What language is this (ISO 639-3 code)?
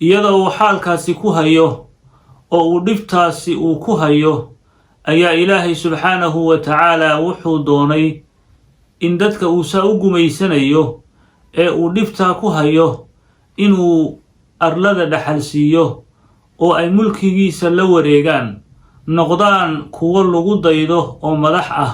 som